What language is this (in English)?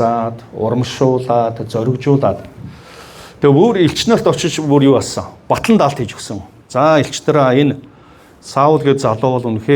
Mongolian